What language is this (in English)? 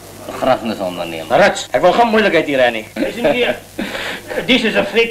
Afrikaans